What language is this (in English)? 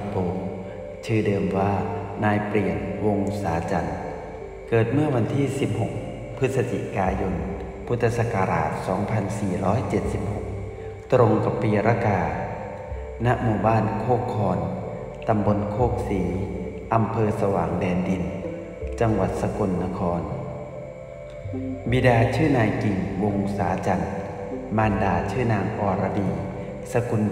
Thai